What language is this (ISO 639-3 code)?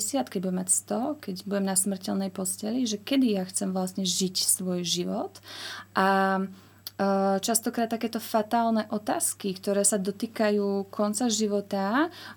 slk